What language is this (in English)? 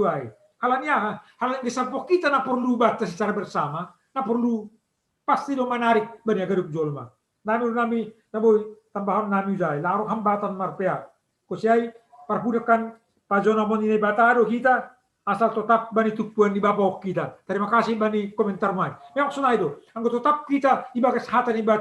Batak Simalungun